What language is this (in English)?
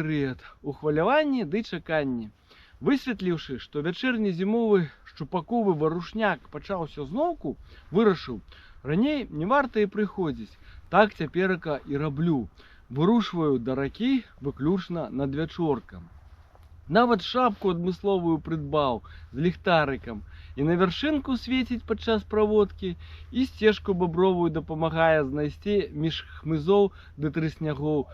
Belarusian